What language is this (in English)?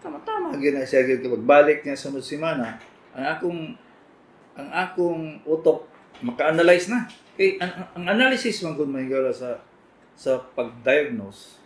Cebuano